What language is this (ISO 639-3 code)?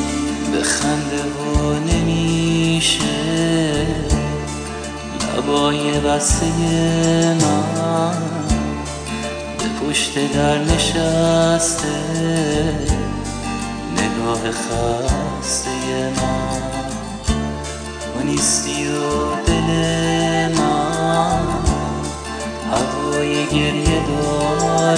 fas